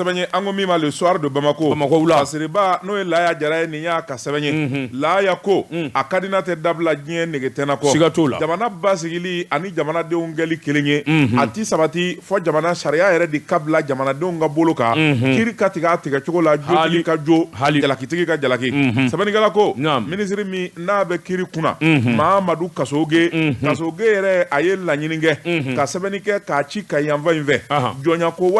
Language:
Bambara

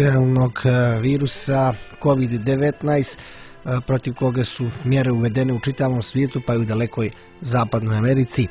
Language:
Serbian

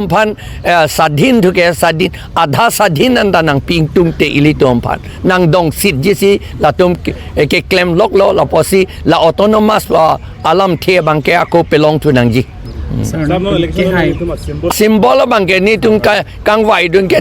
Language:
Karbi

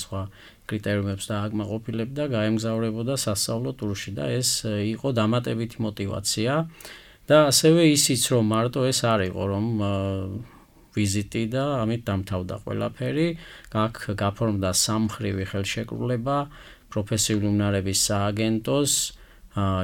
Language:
Georgian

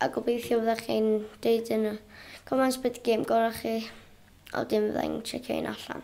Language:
Welsh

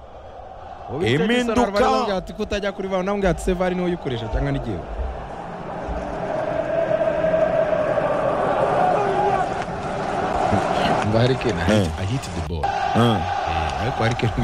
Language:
Kinyarwanda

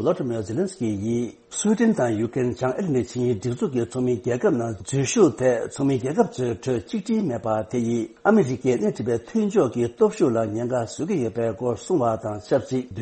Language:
Tibetan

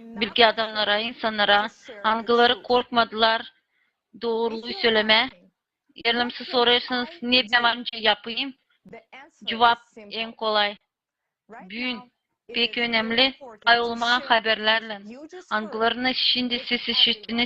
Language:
Gagauz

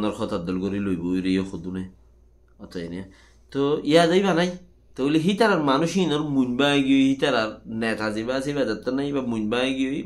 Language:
Rohingya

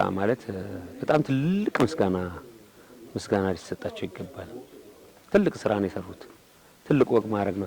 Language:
Amharic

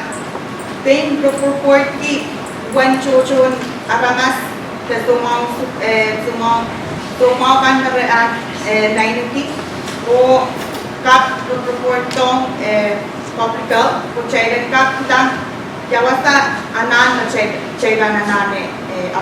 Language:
Pohnpeian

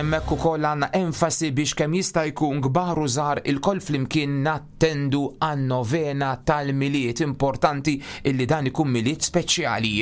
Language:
Maltese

